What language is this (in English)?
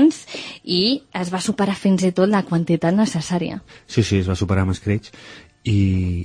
Catalan